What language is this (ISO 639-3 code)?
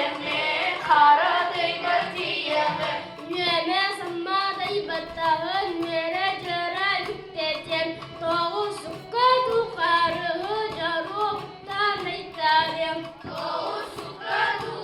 sah